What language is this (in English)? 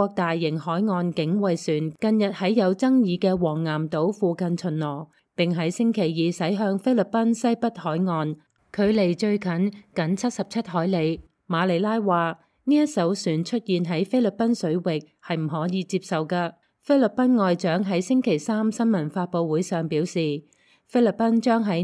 Cantonese